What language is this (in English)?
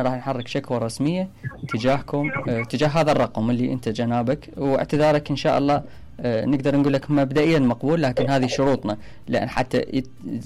Mesopotamian Arabic